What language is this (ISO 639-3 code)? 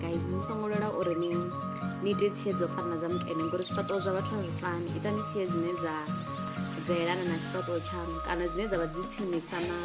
ven